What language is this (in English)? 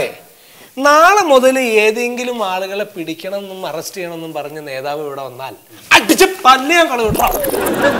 Malayalam